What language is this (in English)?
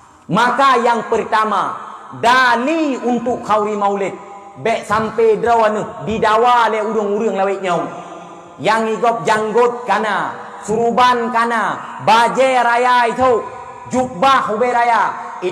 Achinese